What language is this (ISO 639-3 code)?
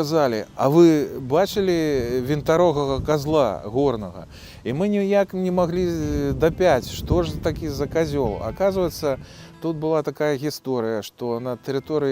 bel